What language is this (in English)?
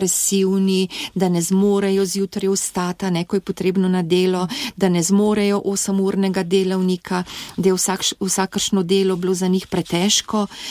Slovenian